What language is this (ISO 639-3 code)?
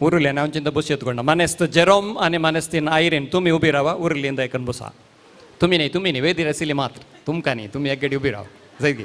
kok